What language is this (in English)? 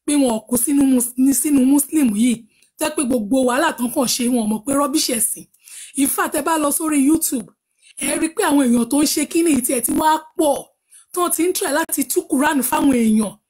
Yoruba